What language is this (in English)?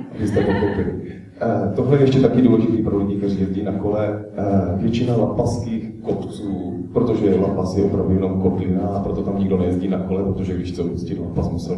Czech